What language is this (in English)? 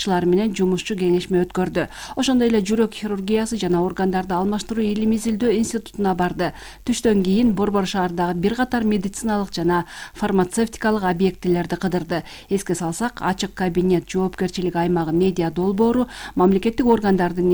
Kyrgyz